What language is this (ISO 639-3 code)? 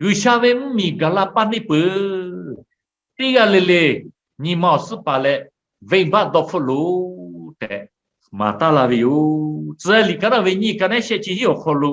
lhu